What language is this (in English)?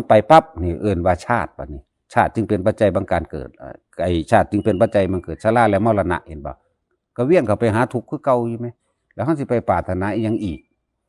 Northeastern Thai